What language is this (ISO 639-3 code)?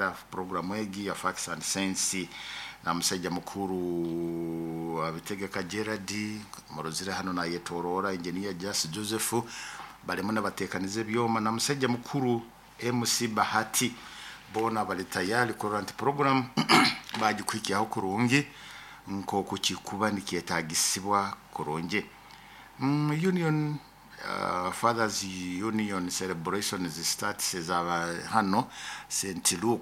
nyo